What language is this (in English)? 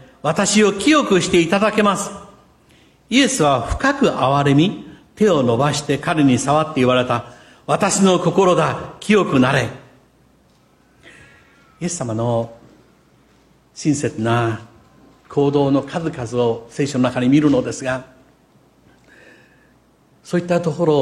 Japanese